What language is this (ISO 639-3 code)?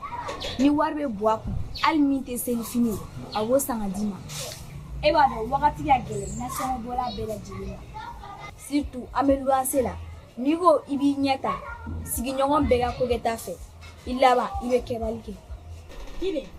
bam